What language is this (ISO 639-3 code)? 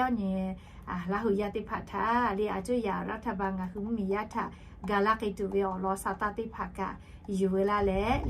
lhu